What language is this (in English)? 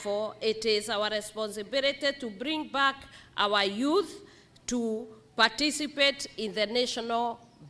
Kamba